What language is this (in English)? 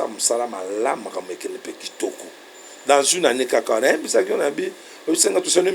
Lingala